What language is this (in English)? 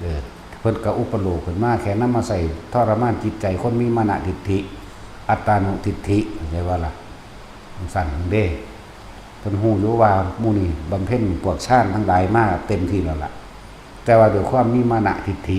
Northeastern Thai